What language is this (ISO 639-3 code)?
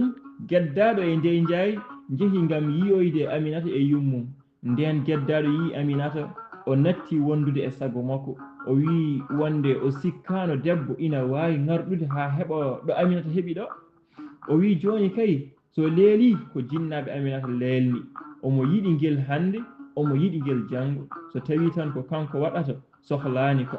ful